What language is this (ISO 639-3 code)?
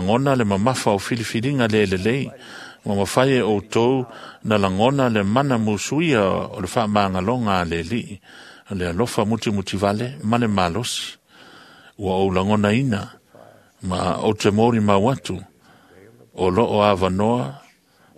smo